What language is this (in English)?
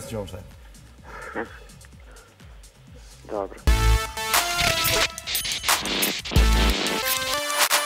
Serbian